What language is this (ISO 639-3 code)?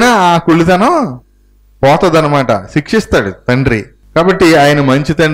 tel